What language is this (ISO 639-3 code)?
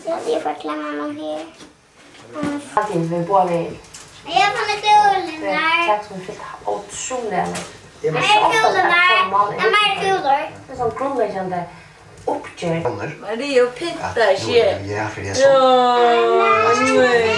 fao